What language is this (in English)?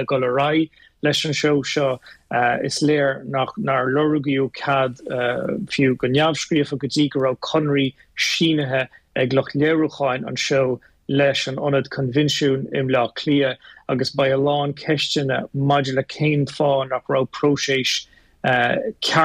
Irish